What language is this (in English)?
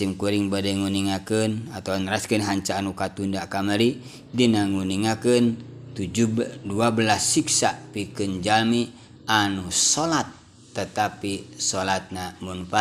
Sundanese